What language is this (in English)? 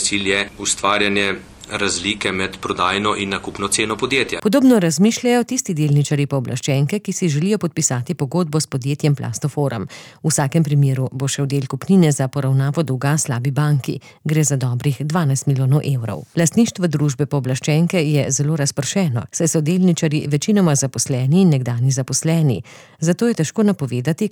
Slovenian